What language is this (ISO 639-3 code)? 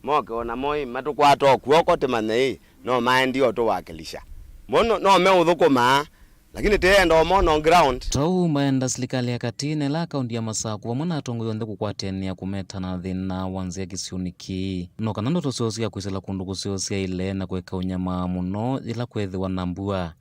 kam